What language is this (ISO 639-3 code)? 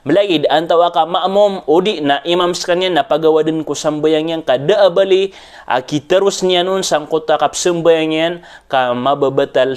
mrw